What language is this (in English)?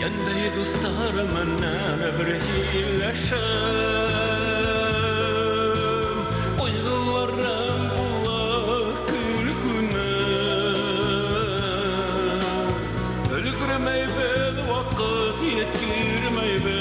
Bashkir